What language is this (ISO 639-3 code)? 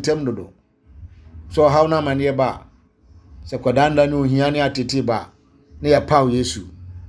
aka